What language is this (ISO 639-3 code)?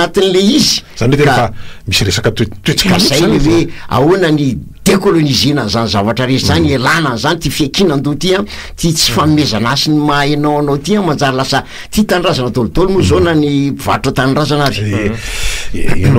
mlg